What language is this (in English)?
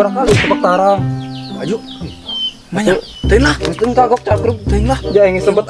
Sundanese